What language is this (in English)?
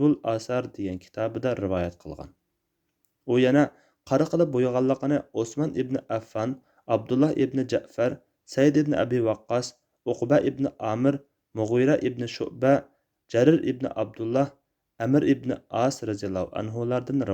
Uyghur